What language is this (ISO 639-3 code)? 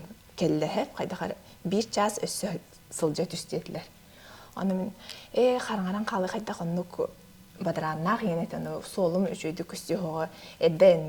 sah